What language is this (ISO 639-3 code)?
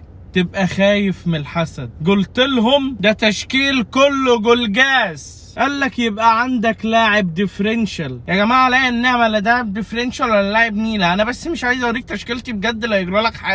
arz